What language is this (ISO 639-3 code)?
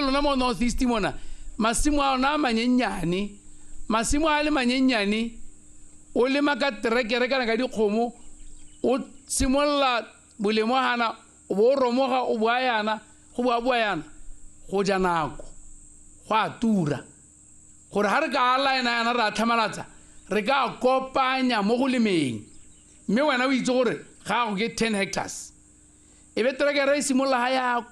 tsn